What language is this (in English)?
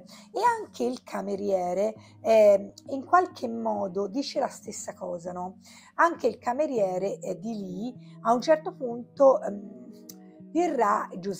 Italian